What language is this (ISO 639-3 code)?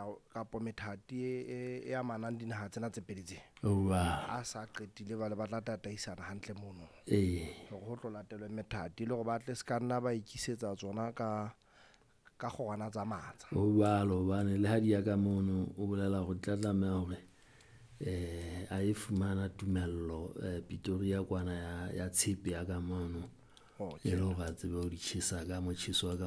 sot